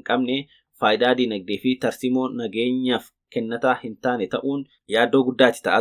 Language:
Oromo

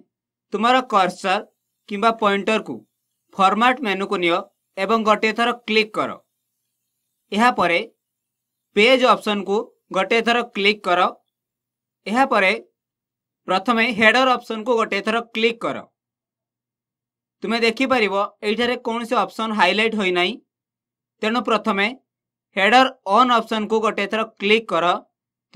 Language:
Odia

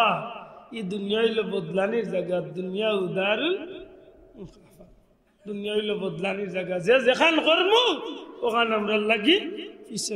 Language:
Sylheti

